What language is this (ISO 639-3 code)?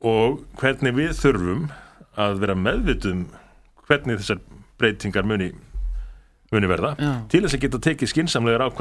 isl